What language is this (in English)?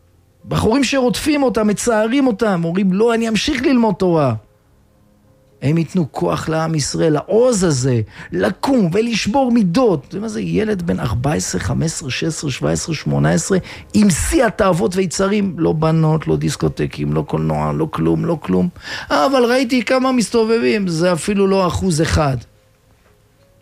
Hebrew